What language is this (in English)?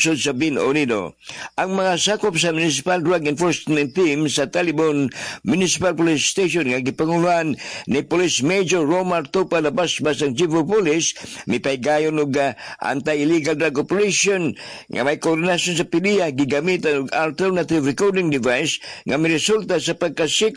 Cebuano